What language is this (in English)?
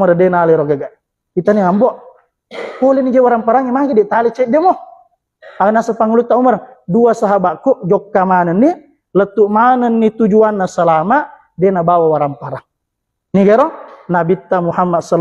Buginese